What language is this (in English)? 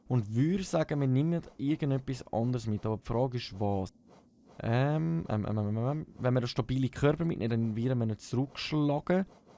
Swiss German